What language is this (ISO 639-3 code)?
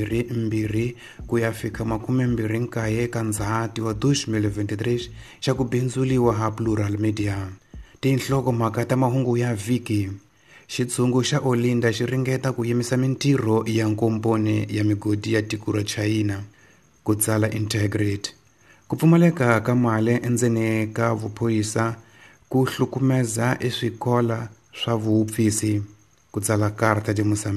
tso